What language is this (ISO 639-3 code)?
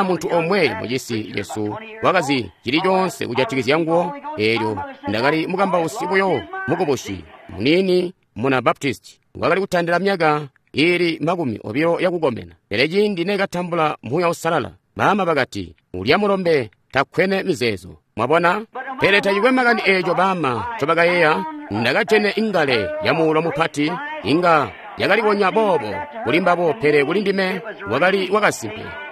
toi